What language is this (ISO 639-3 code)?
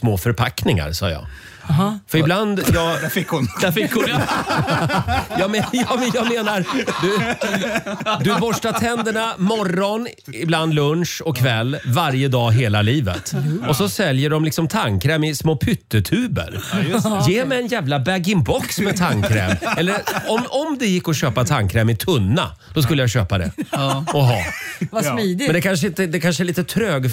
swe